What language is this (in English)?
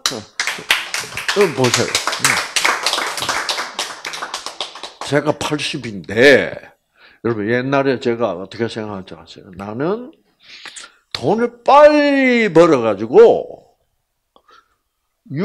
Korean